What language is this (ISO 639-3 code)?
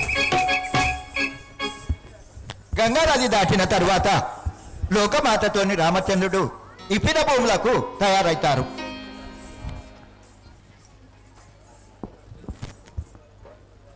tel